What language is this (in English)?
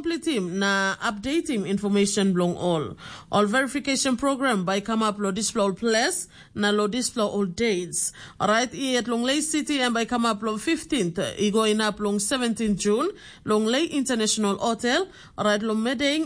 Tok Pisin